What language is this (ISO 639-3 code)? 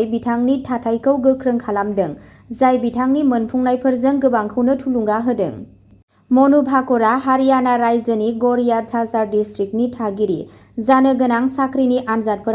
brx